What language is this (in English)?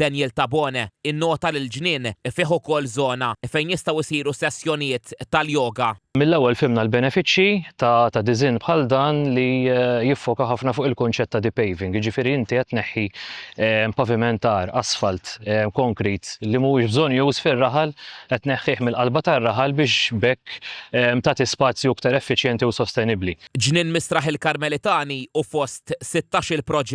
Maltese